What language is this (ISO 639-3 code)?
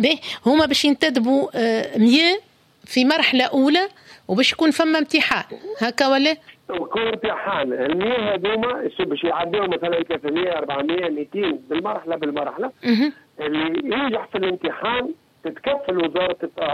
aeb